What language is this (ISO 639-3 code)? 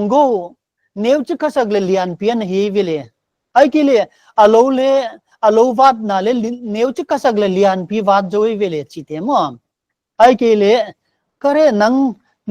pck